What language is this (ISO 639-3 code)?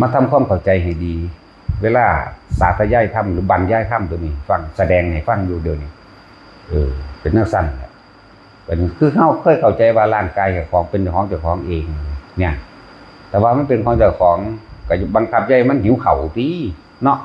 tts